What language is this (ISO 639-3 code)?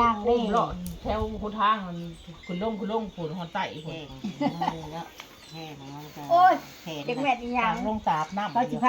tts